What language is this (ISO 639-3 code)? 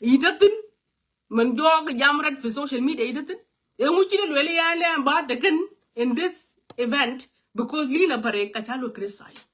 nus